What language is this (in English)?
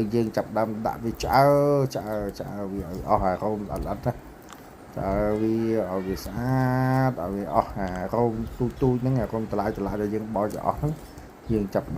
Khmer